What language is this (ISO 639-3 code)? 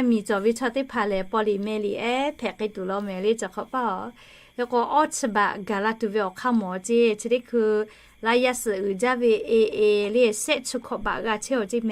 lhu